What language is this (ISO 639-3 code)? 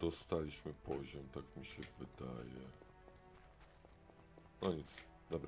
pol